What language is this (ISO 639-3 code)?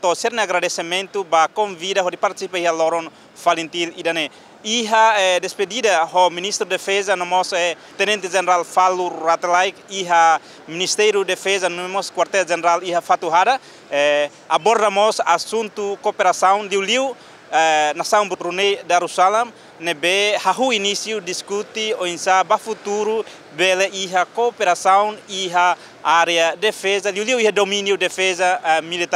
tet